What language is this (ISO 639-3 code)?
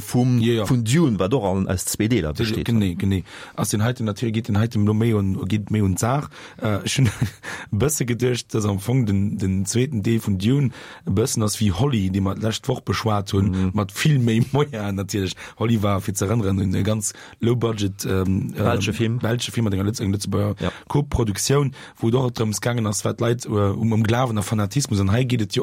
ltz